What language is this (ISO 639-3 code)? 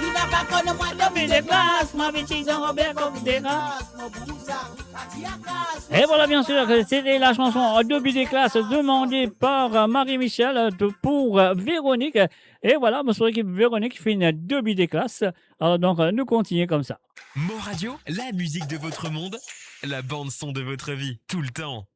mfe